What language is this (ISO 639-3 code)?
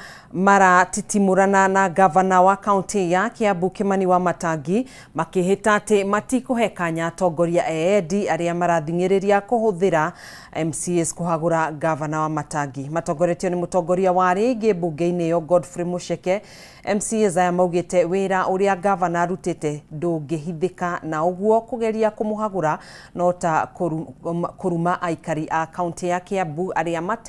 kik